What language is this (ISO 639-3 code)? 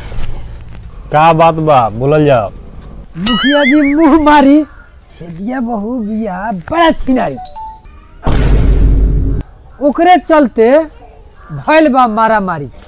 bho